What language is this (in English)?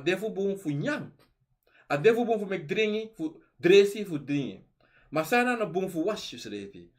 Sranan Tongo